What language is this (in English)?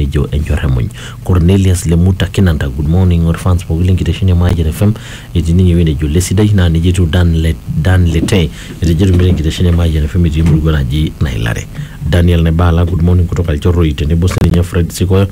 Masai